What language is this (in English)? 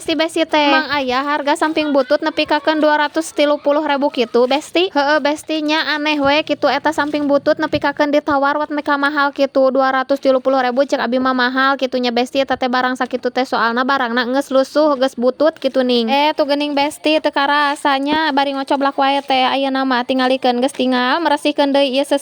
Sundanese